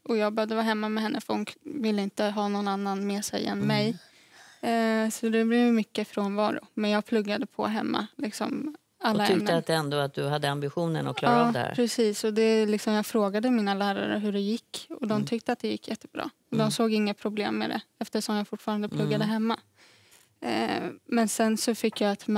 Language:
Swedish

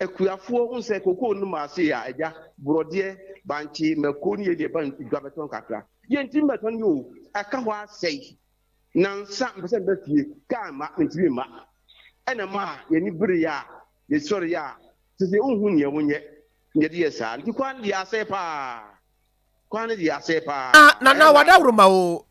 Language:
Akan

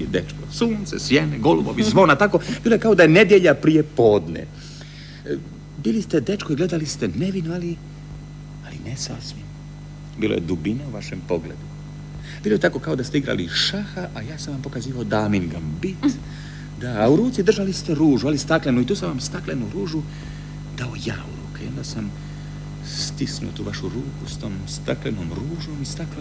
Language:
Croatian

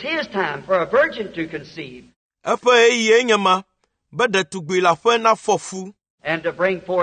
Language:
Ewe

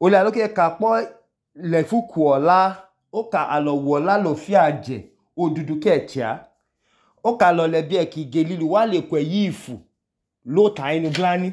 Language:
Idoma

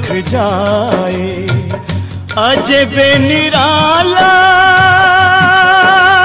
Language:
Bhojpuri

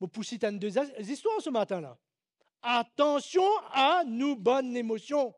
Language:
Morisyen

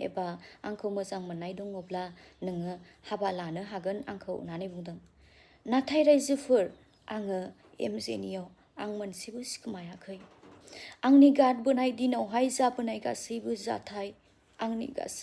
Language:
Bodo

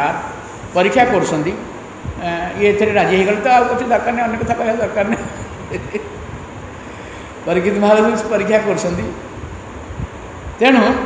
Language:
Odia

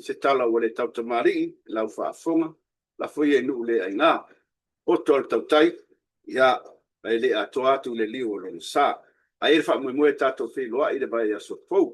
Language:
Samoan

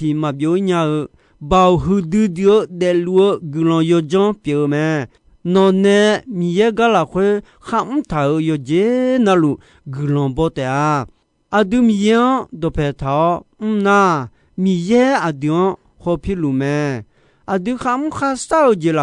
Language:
Akha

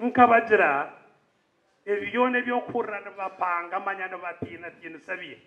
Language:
Nyankole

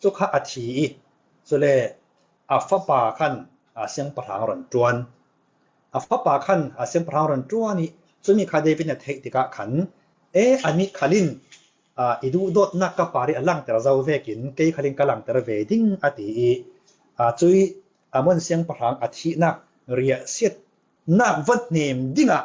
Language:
Falam Chin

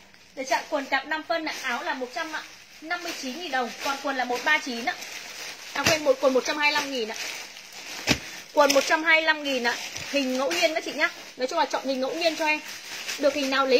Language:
Vietnamese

